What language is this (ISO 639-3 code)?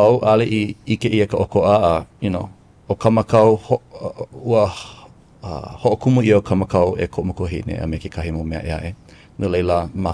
haw